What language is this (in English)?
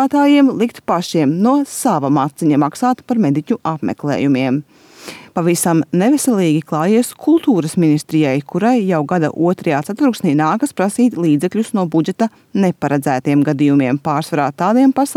Latvian